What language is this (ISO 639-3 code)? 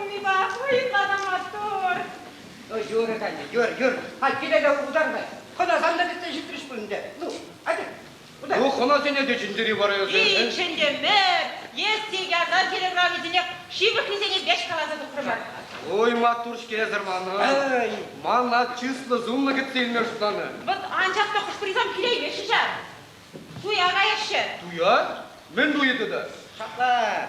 chv